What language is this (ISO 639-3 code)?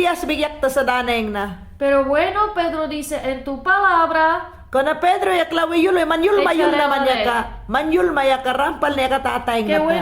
yan